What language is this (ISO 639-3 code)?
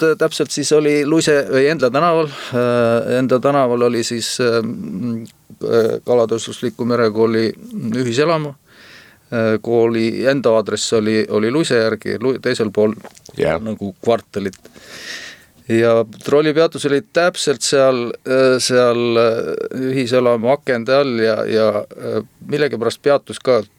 est